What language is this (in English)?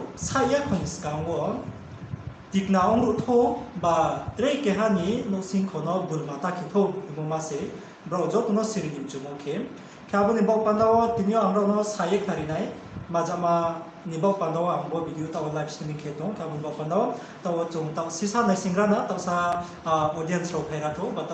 Riang (India)